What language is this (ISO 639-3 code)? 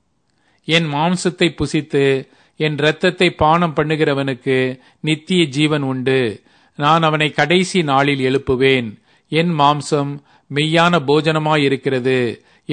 tam